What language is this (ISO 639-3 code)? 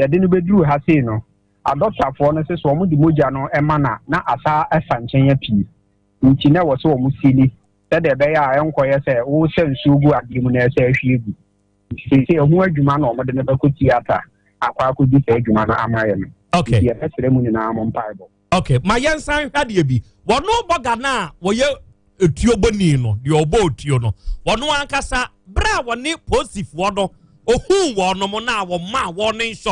aka